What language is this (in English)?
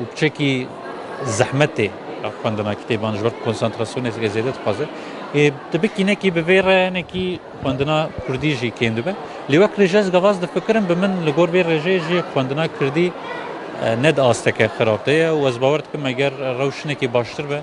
Kurdish